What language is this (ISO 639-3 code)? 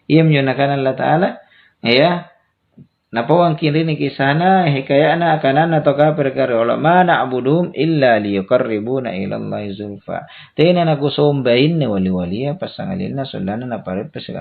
mak